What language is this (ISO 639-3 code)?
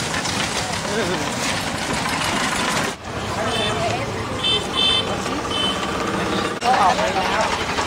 tha